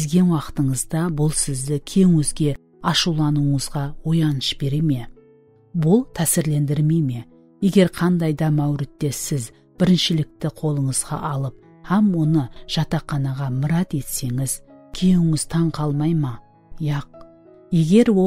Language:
Kara-Kalpak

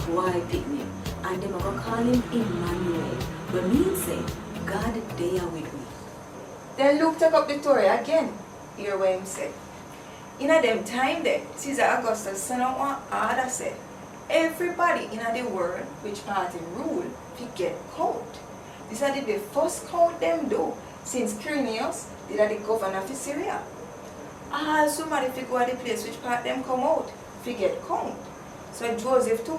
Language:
Jamaican Creole English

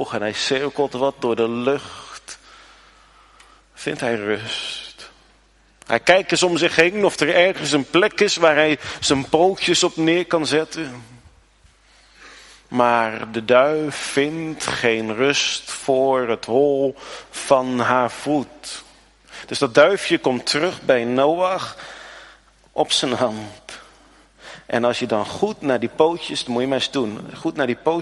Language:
Dutch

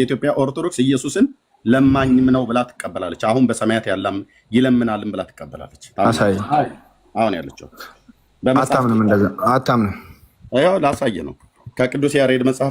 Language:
Amharic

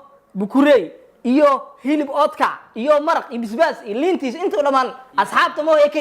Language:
Somali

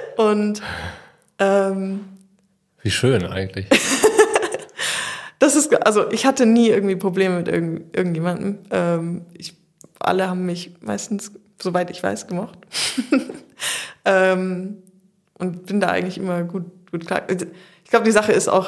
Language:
German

